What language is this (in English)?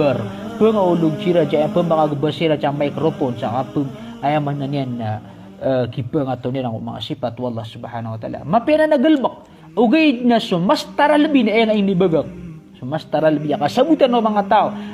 Maranao